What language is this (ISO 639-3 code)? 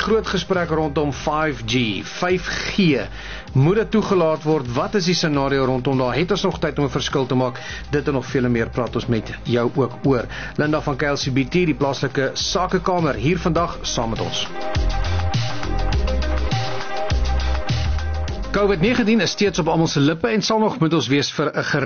afr